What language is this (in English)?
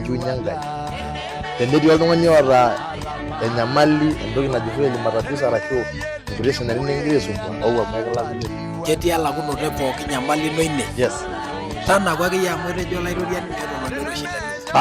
Masai